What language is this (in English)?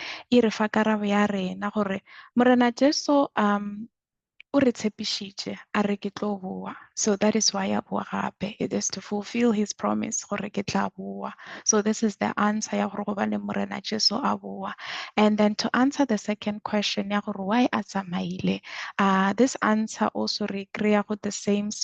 Northern Sotho